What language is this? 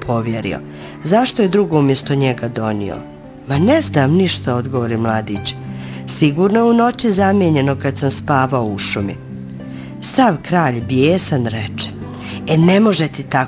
Bosnian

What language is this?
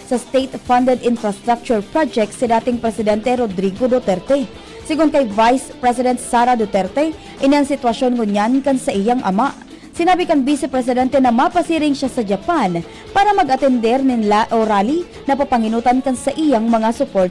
Bikol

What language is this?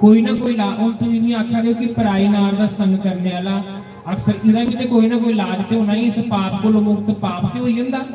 Dogri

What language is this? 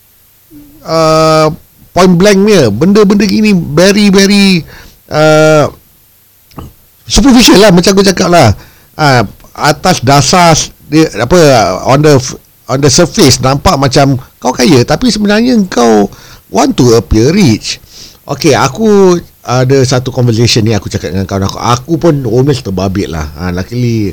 Malay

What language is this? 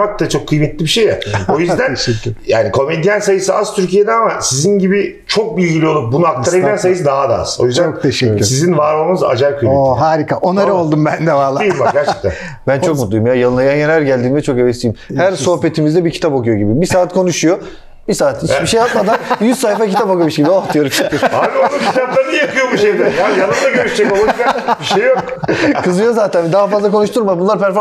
Turkish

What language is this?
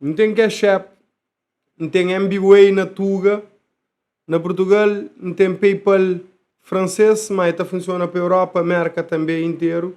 Kabuverdianu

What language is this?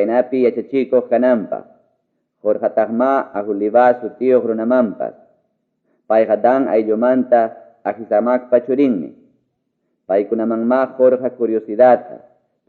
Ayacucho Quechua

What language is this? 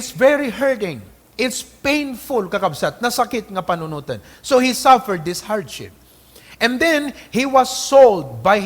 Iloko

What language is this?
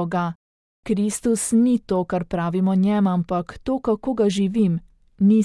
Slovenian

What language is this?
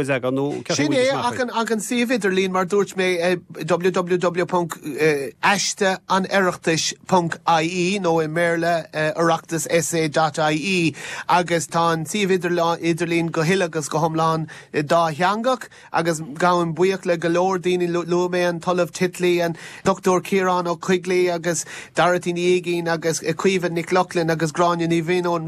Irish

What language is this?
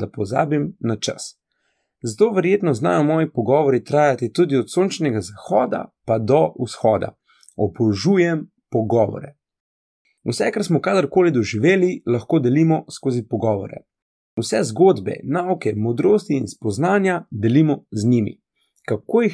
Slovenian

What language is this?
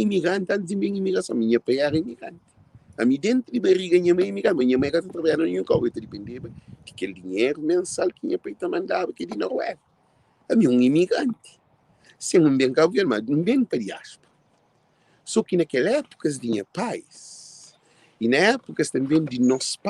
Kabuverdianu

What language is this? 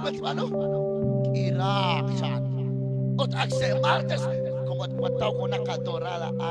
Kekchí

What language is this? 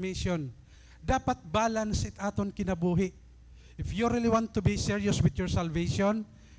Waray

